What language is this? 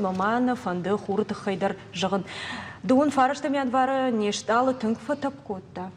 Ossetic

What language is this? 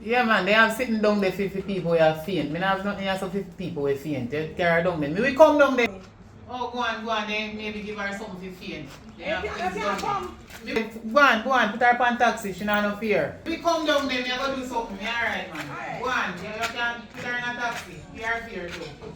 Jamaican Creole English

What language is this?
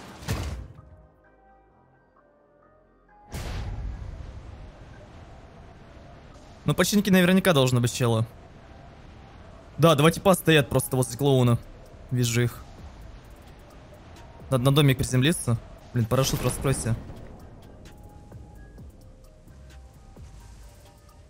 Russian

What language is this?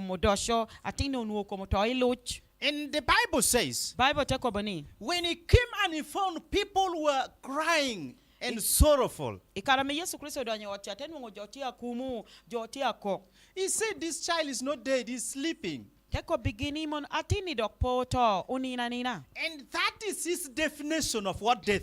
Lango (Uganda)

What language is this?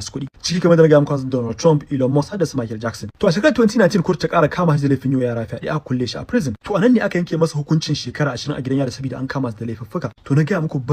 Hausa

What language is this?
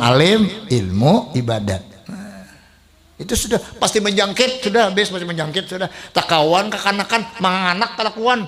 Banjar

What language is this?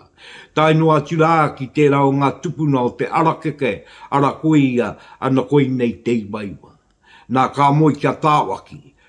Māori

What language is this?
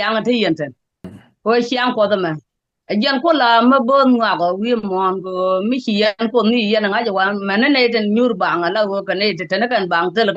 Nuer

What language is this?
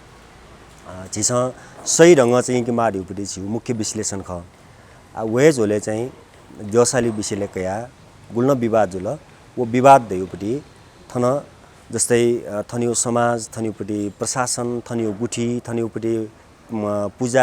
Newari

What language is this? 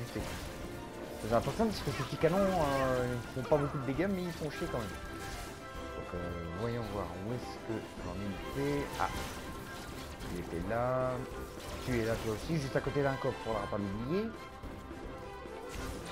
French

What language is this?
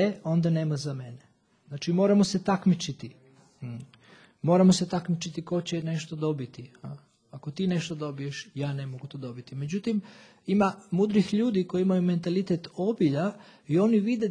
Serbian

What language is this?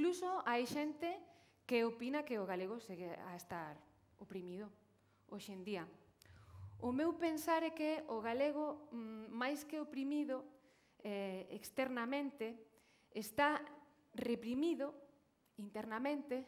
Galician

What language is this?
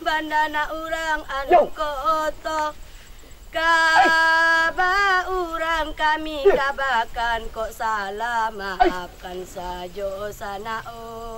Minangkabau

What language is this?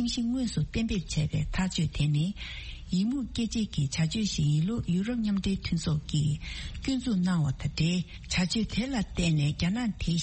Tibetan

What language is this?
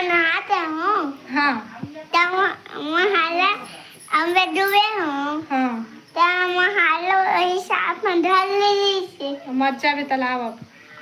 Chhattisgarhi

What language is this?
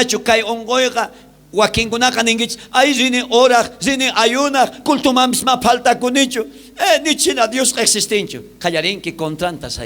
South Bolivian Quechua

